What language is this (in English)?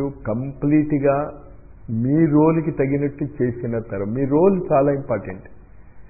Telugu